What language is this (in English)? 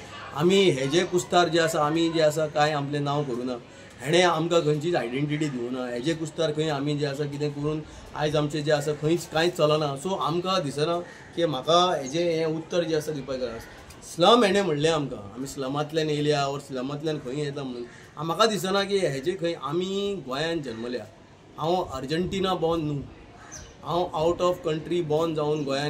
Konkani